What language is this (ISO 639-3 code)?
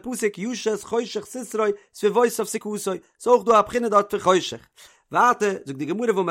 yid